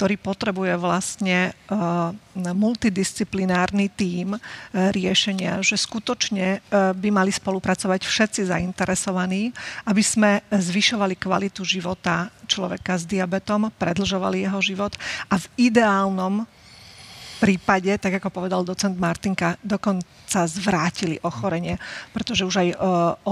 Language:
Slovak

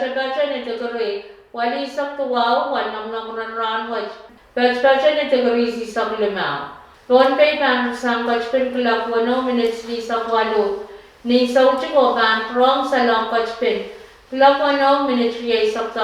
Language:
Pohnpeian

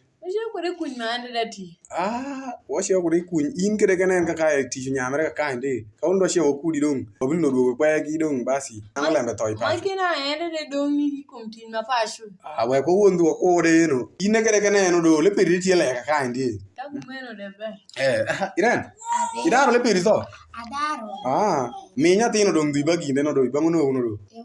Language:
Alur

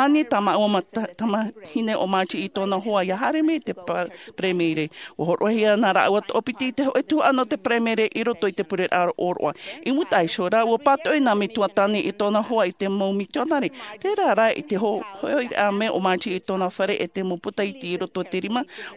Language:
Tahitian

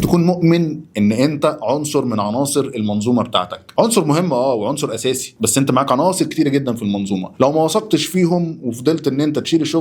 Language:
Egyptian Arabic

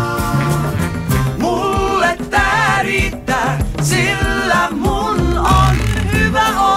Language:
Finnish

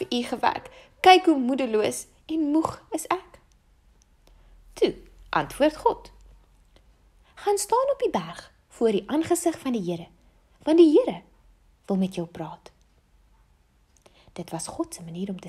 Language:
Afrikaans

